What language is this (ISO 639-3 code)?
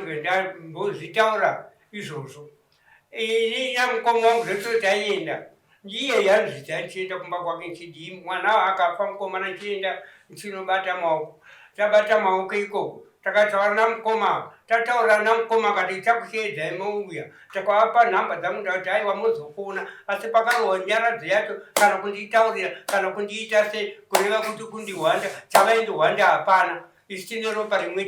sna